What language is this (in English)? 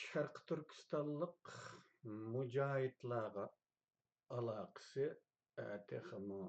Uyghur